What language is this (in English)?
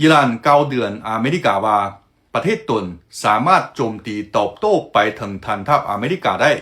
Lao